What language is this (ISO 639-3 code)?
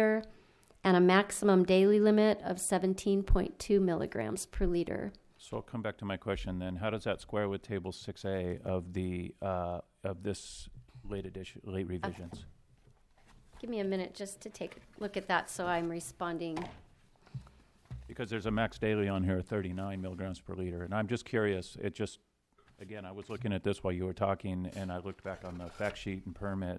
eng